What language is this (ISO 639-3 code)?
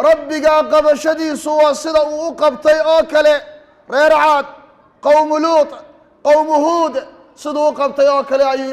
som